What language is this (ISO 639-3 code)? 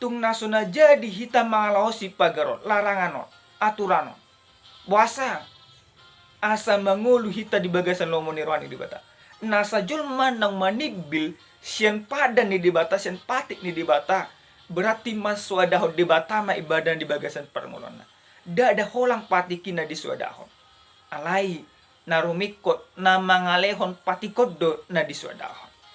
bbc